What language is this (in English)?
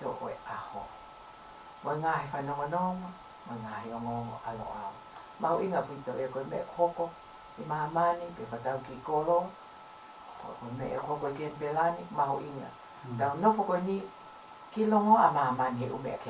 Tongan